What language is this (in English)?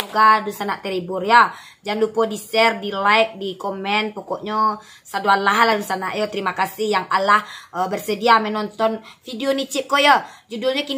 Minangkabau